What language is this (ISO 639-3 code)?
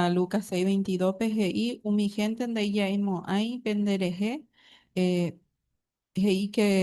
grn